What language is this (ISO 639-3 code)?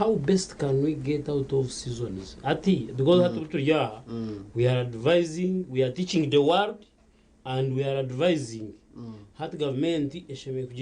nyn